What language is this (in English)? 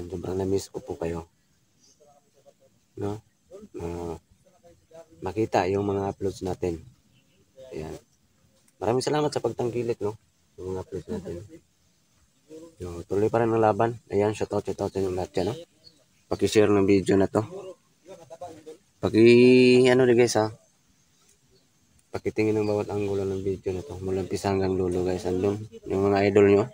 Filipino